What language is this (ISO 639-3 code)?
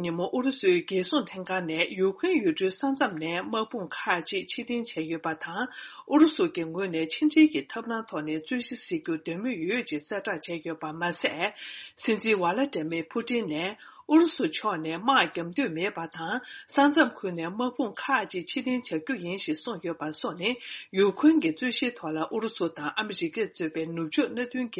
bod